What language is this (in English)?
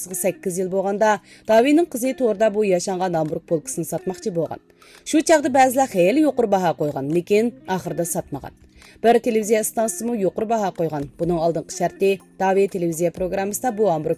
Uyghur